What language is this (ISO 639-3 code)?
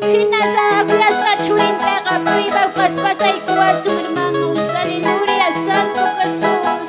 quy